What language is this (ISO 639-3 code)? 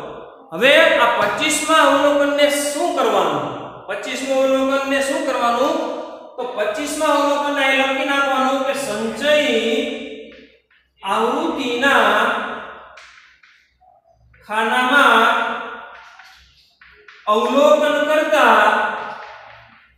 guj